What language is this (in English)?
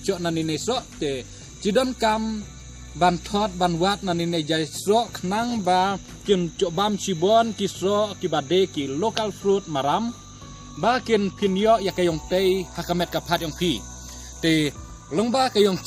Khasi